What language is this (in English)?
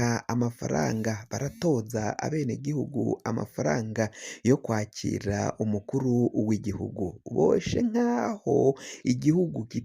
Rundi